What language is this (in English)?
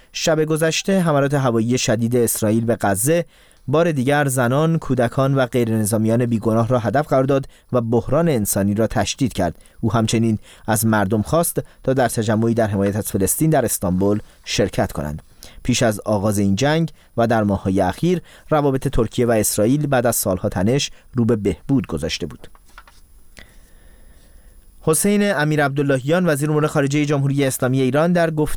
Persian